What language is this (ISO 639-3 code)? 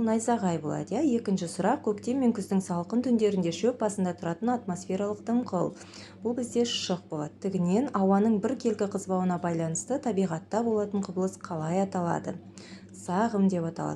kaz